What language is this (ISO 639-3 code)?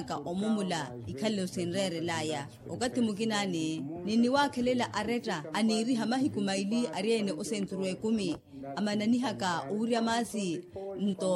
vmw